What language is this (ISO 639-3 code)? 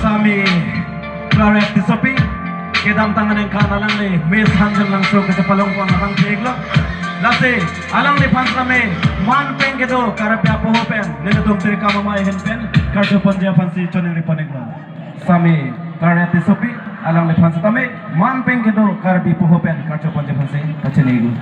mjw